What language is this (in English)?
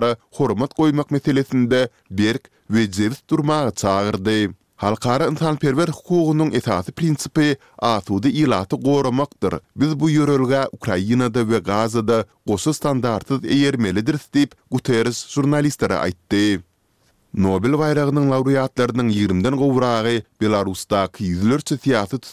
Turkmen